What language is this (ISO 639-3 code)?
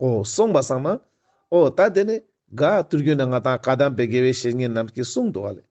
lbj